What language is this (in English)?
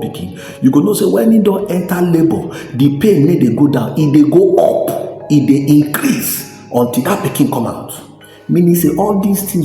Nigerian Pidgin